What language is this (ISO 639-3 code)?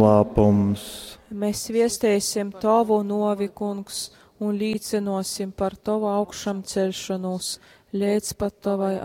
ltg